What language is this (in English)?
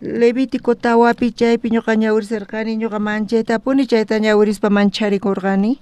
South Bolivian Quechua